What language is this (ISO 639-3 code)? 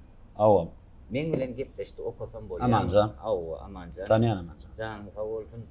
tuk